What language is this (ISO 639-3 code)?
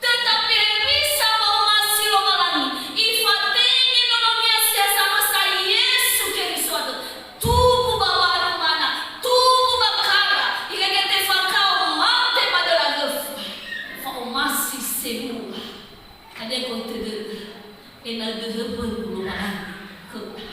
nia